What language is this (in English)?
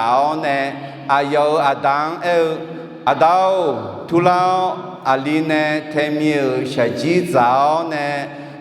Akha